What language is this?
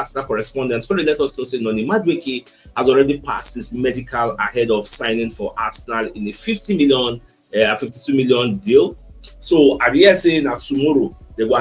Nigerian Pidgin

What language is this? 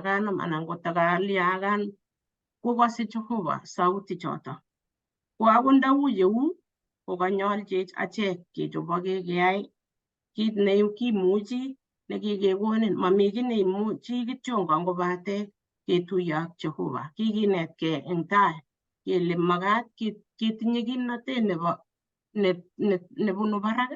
Kalenjin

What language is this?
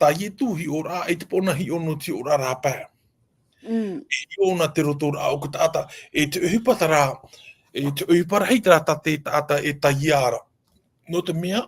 Tahitian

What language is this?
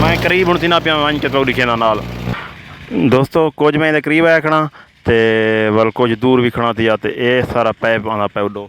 Saraiki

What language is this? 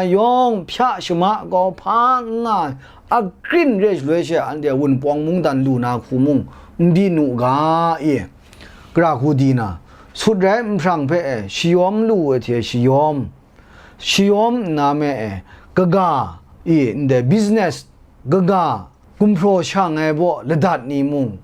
Kachin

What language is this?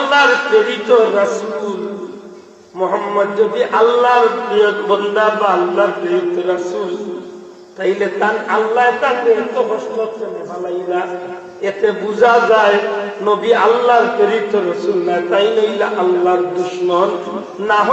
Sylheti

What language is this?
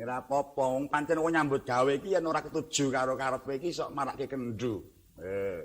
Javanese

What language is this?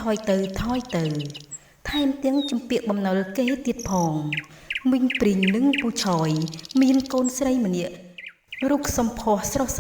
Khmer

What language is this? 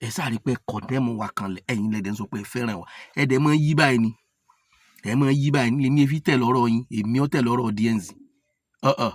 Yoruba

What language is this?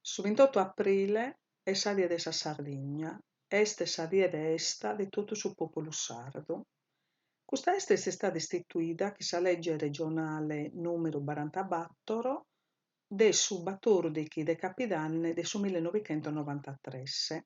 Sardinian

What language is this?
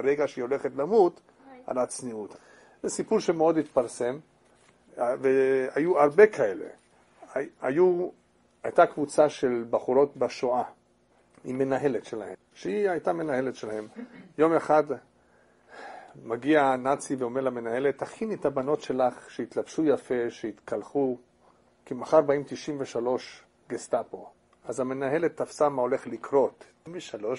Hebrew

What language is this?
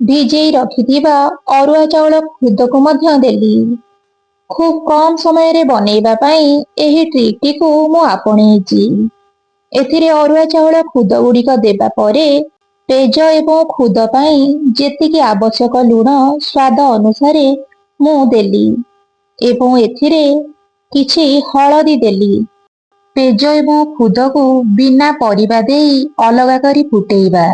Odia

